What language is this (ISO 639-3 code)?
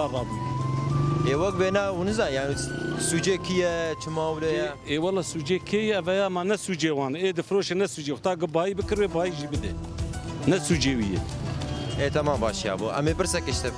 kur